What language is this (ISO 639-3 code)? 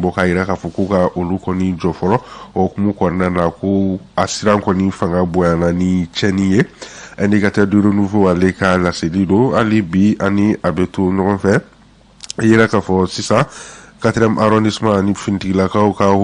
bam